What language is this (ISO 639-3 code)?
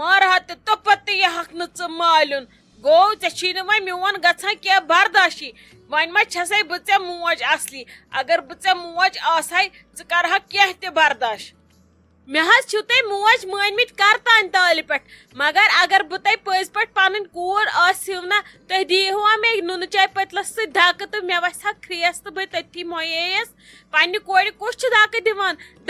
kas